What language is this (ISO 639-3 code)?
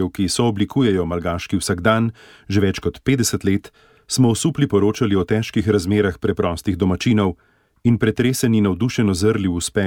slv